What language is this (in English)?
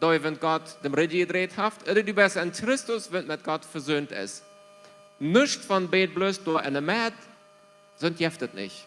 Plautdietsch